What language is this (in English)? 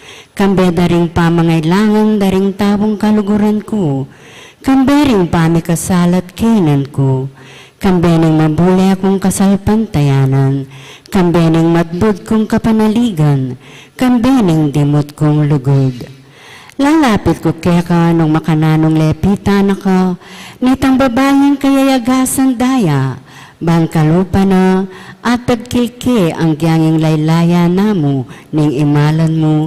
Pampanga